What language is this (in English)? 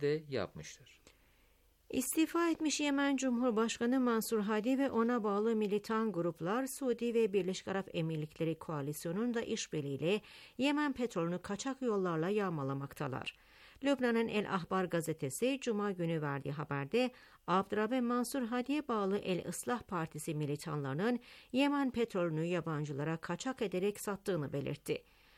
Turkish